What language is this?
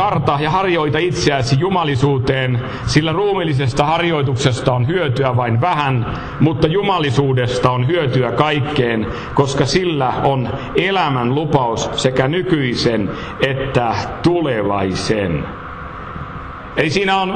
Finnish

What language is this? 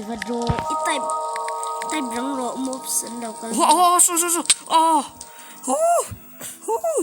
Mizo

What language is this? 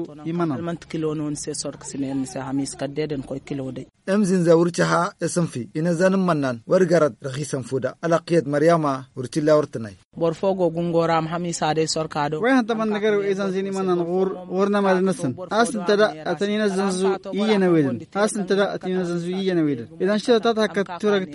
Hausa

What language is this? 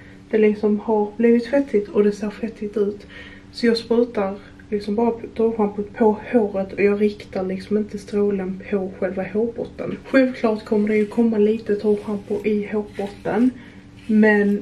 Swedish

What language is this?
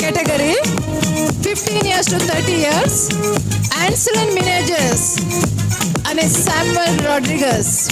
Konkani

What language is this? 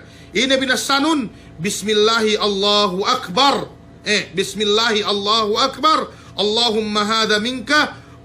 Yakan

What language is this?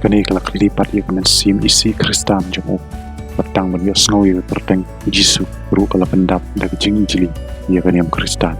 Khasi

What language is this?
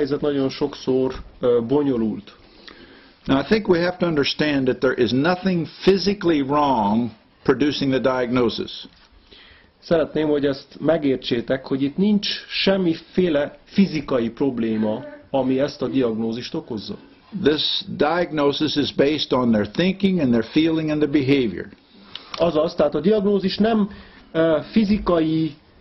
Hungarian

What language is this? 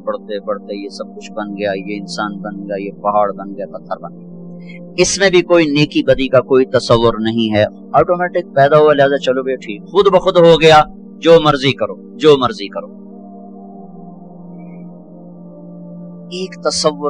Urdu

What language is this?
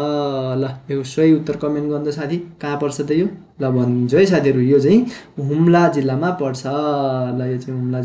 Nepali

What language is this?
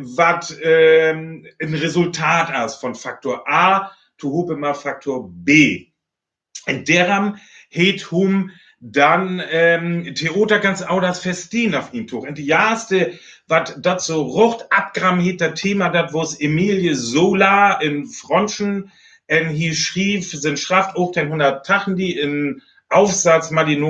Northern Frisian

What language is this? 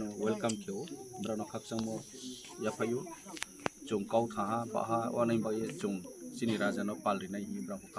Kok Borok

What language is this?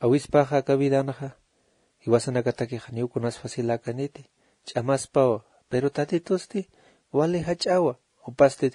Aymara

